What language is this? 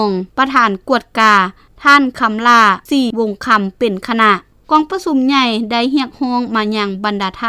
Lao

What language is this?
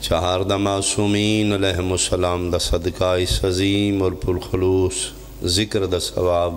Pahari-Potwari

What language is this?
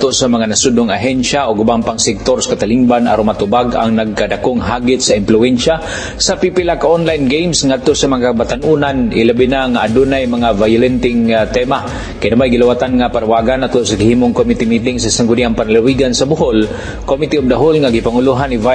Cebuano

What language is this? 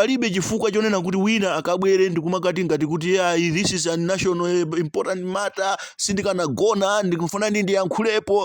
Nyanja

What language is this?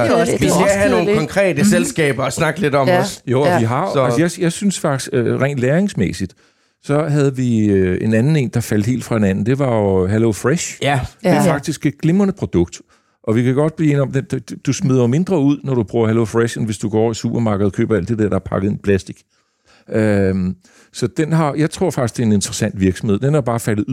Danish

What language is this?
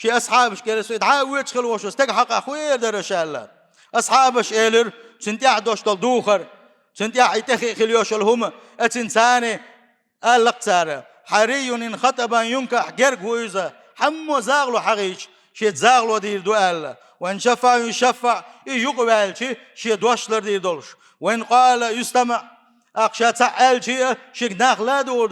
Chechen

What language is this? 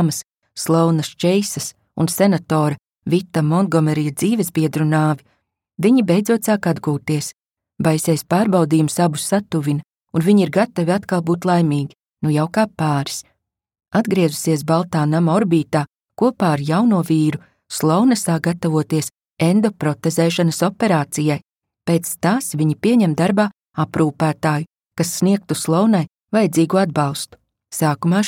Latvian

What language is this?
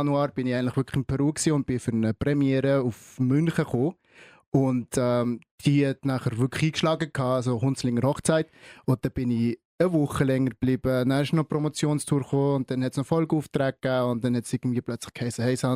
Swiss German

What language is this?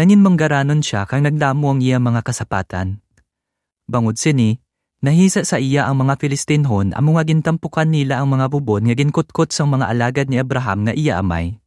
Hiligaynon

